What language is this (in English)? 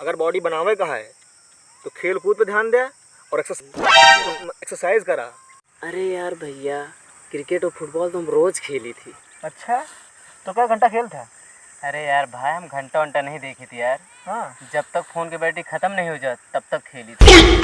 Awadhi